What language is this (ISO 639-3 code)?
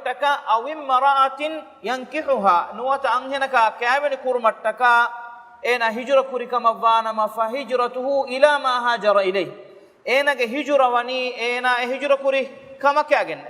div